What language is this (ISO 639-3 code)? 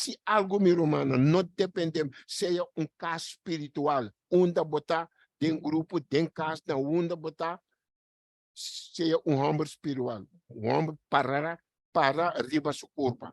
pap